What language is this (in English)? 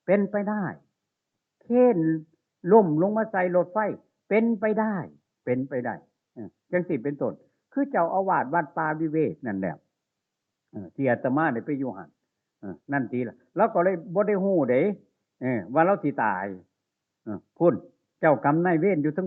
Northeastern Thai